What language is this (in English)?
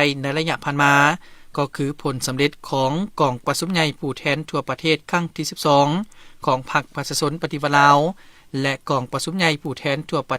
Lao